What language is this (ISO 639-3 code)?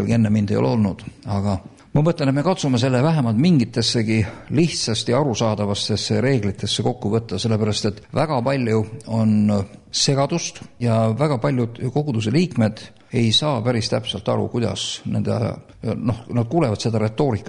est